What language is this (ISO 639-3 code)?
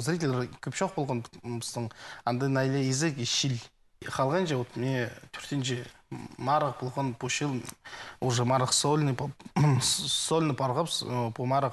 kjh